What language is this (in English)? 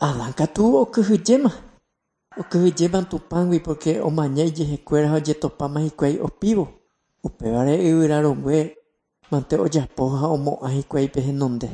Guarani